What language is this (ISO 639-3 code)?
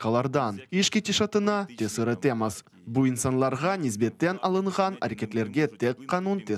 crh